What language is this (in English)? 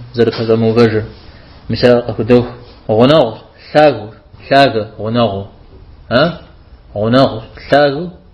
Kabardian